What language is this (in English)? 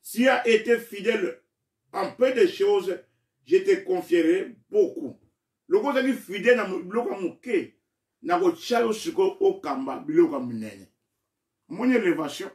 Lingala